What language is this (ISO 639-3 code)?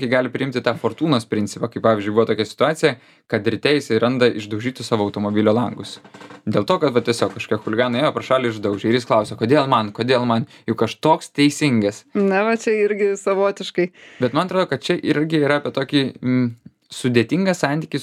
lit